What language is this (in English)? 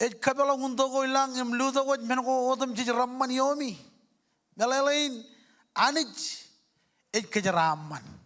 Marshallese